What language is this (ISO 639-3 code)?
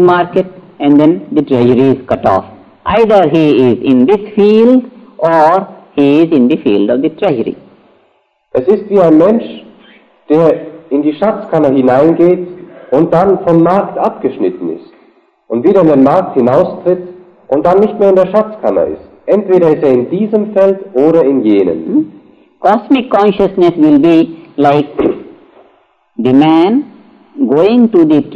deu